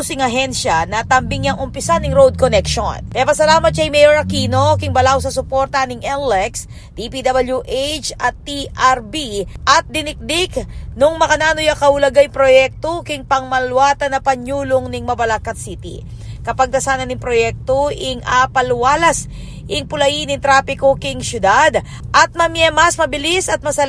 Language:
Pampanga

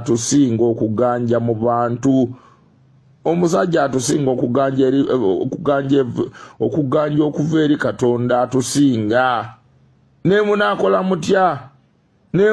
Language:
Ganda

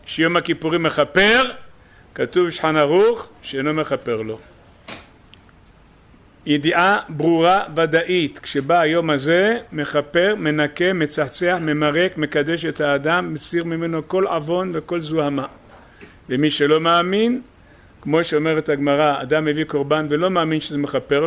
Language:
Hebrew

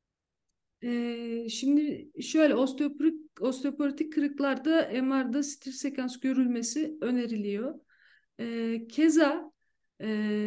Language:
Turkish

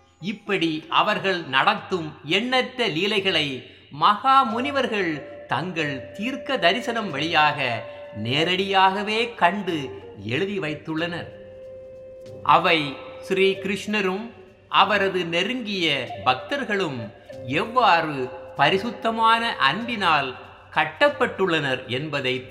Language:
Tamil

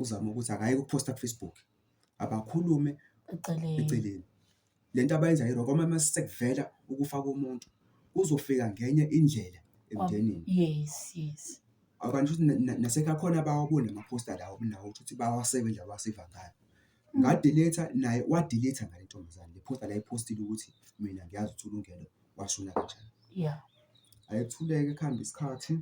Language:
Zulu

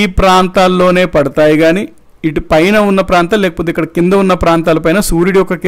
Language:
Telugu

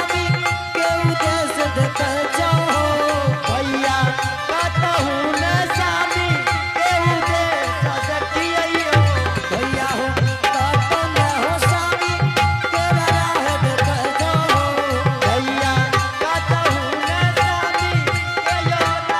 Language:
Angika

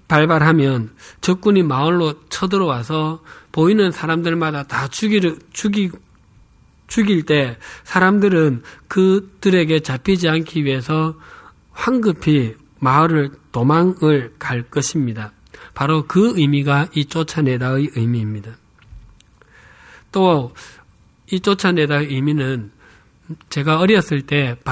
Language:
Korean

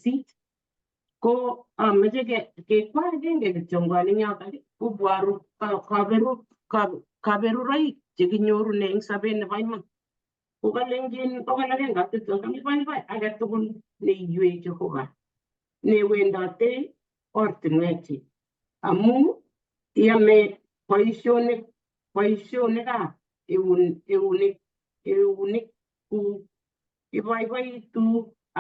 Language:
Kalenjin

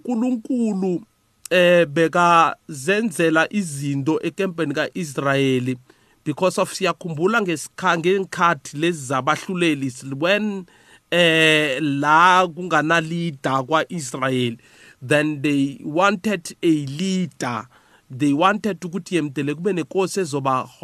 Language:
South Ndebele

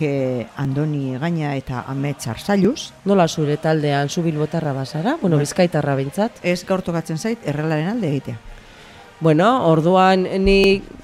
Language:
Basque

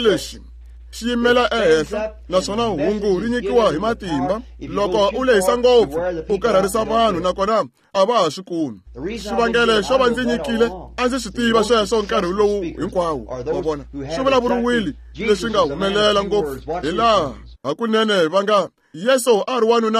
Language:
Tsonga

